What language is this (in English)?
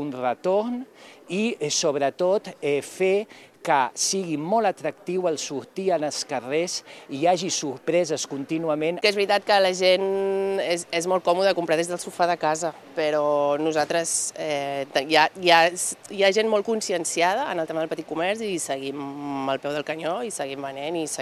Catalan